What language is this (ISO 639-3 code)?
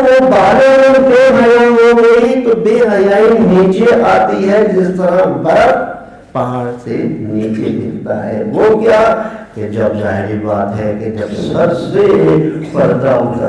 urd